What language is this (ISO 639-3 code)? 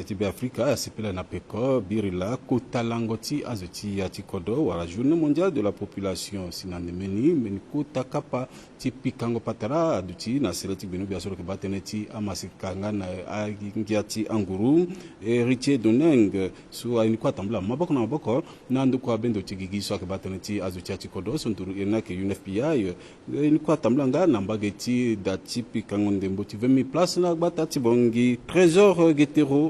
sag